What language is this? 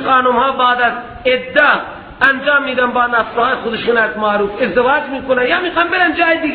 Persian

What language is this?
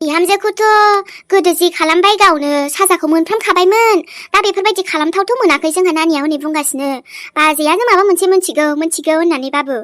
Bodo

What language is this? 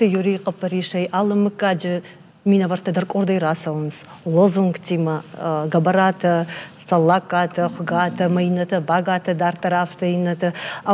Ossetic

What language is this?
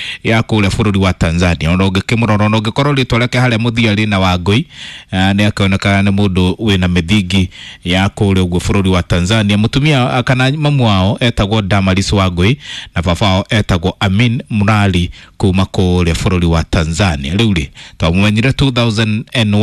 Kikuyu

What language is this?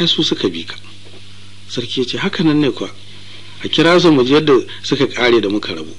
Hausa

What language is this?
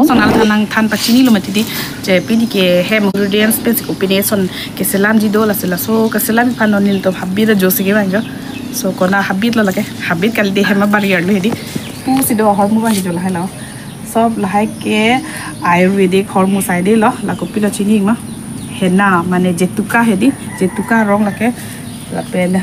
Karbi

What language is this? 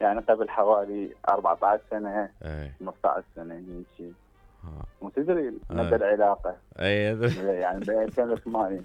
Mesopotamian Arabic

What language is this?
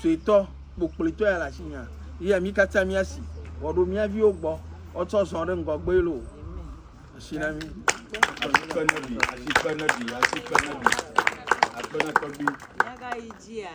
Ewe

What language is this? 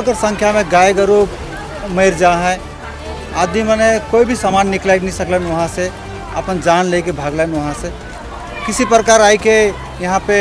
Sadri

